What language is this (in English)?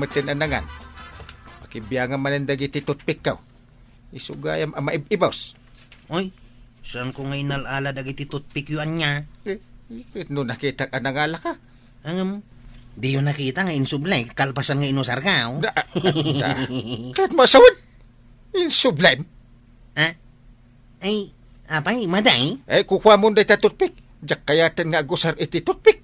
Iloko